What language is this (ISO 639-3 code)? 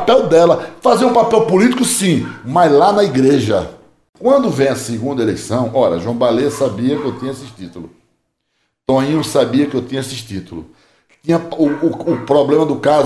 por